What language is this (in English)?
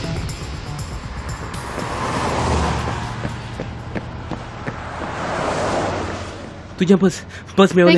Konkani